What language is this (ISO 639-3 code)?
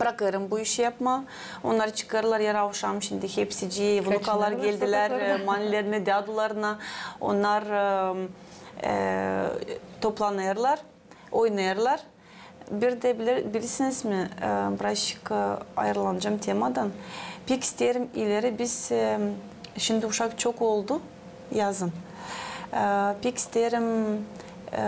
gag